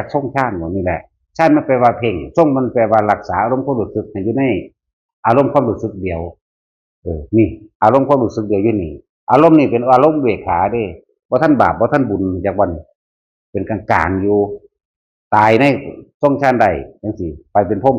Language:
Northeastern Thai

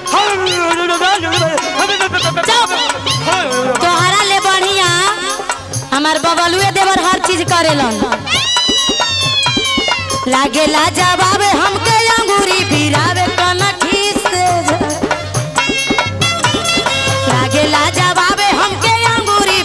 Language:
Bhojpuri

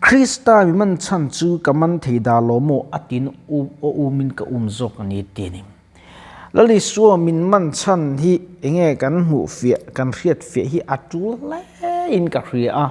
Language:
Mizo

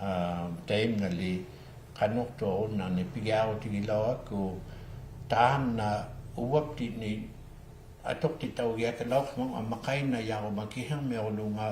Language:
Inuktitut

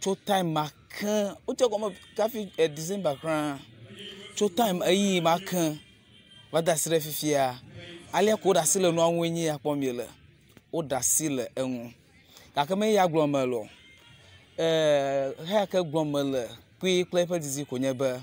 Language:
Ewe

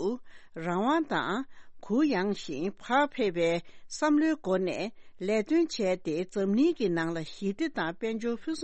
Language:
Tibetan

